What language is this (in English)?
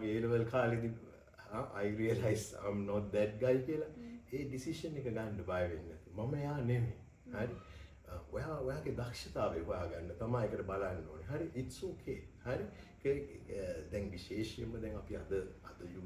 Sinhala